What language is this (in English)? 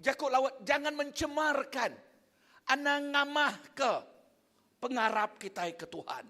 Iban